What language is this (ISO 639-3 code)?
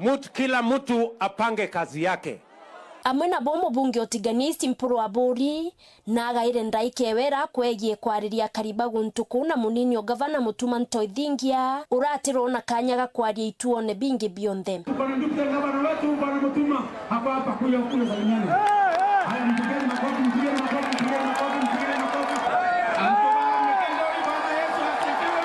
mer